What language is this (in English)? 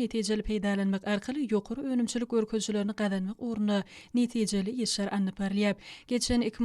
Turkmen